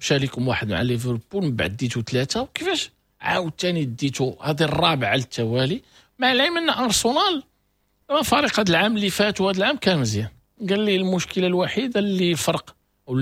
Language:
Moroccan Arabic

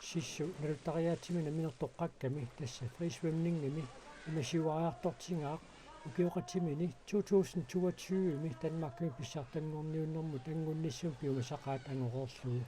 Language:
Kalaallisut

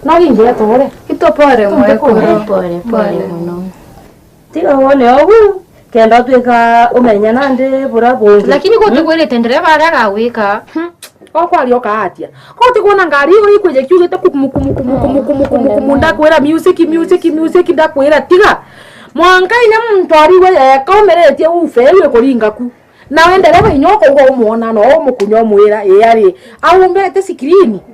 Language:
Meru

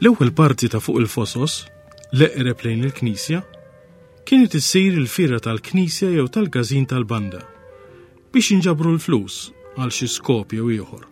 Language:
Maltese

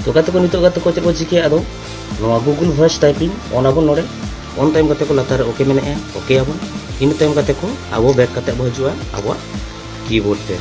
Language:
Santali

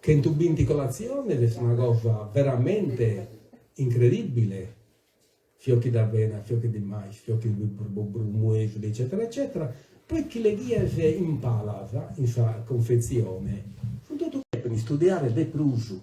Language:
Sardinian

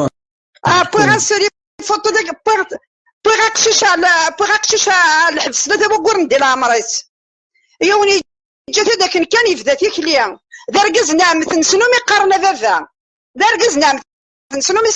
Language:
Kabyle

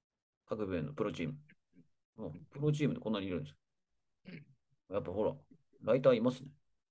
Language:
Japanese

